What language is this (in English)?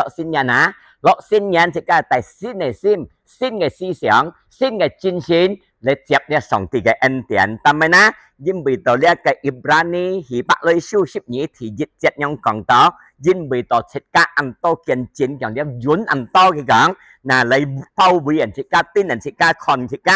Hakka Chinese